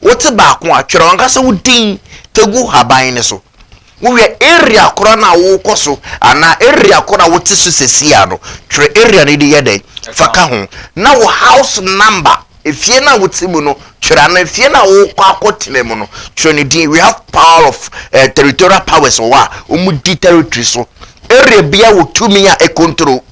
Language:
Akan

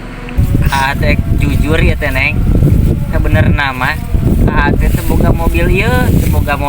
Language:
Sundanese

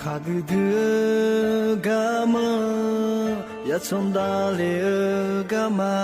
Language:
Akha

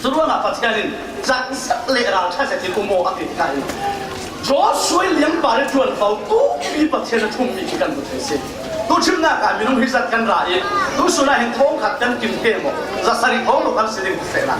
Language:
Falam Chin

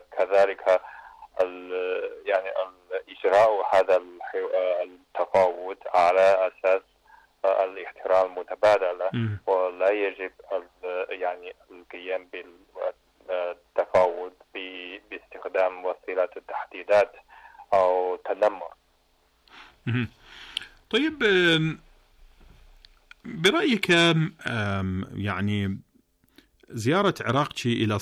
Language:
Arabic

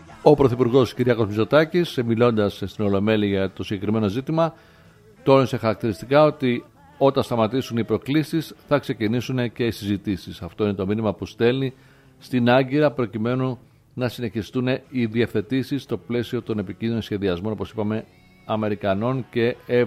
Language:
Greek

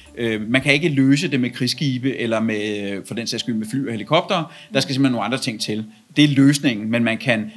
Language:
Danish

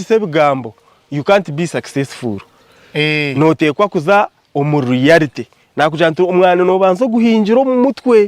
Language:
Nyankole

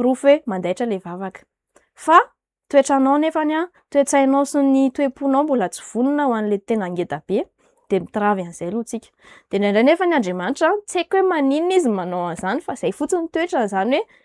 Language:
Malagasy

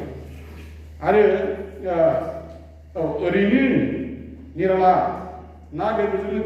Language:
Bodo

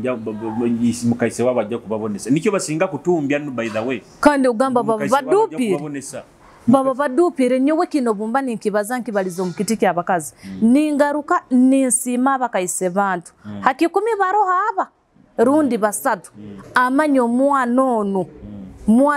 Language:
Nyoro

